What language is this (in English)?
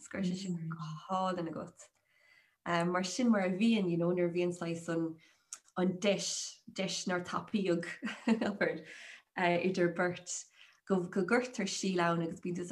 Irish